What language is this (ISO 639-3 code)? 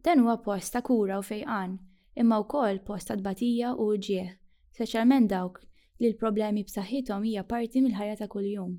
mlt